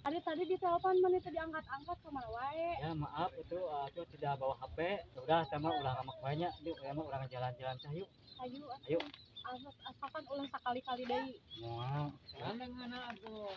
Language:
Sundanese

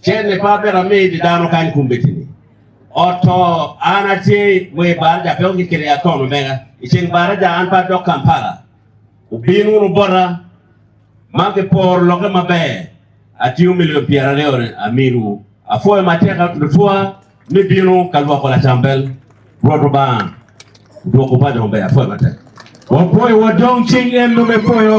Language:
Acoli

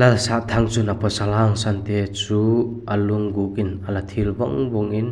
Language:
Vaiphei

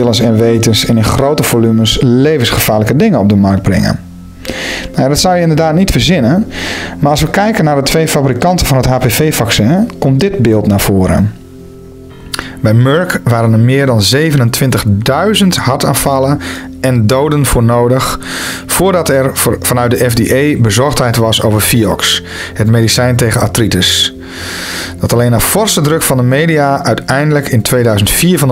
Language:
Dutch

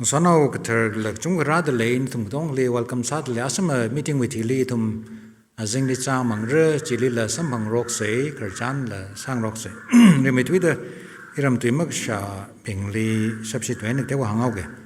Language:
Tangkhul Naga (India)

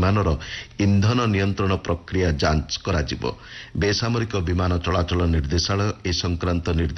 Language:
Odia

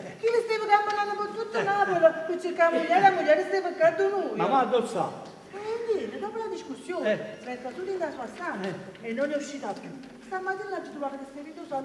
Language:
Neapolitan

